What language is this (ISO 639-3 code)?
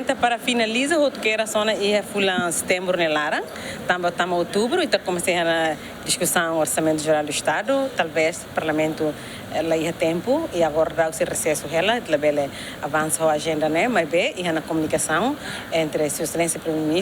tet